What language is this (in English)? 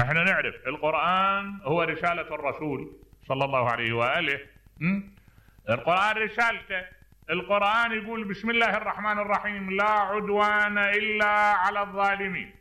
Mesopotamian Arabic